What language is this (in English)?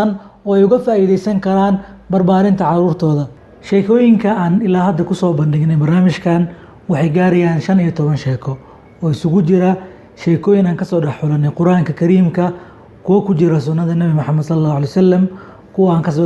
Somali